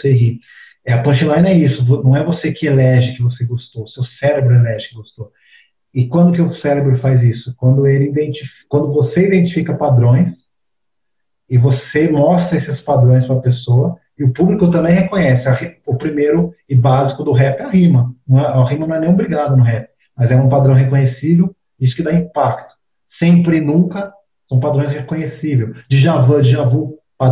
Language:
Portuguese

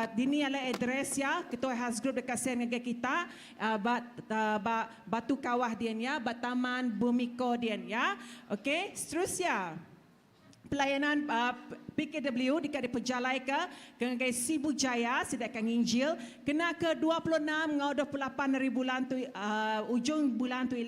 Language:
Iban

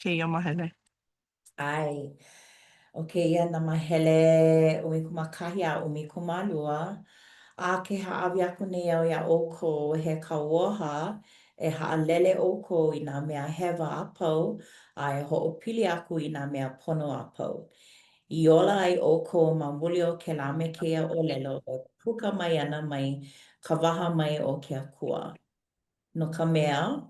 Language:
Hawaiian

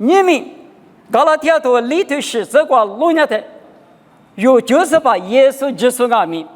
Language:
Lisu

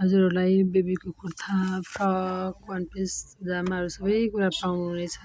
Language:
Nepali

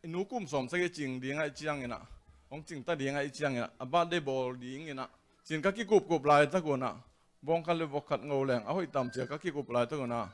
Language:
Tedim Chin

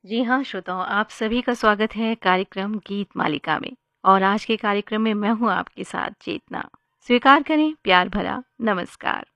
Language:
Hindi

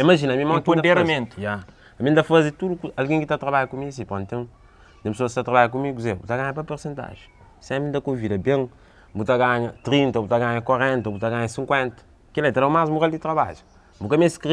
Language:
Kabuverdianu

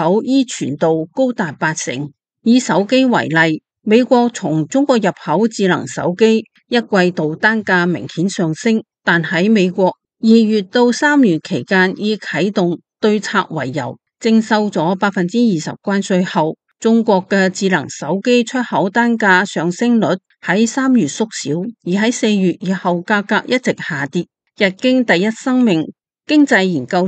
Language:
Cantonese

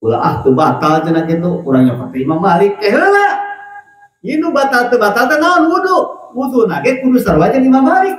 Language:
Sundanese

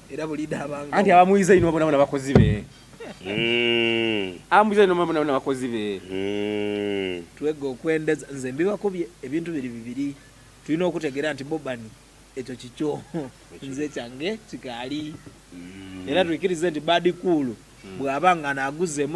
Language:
Soga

